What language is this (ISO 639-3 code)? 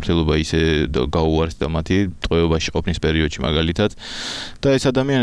kat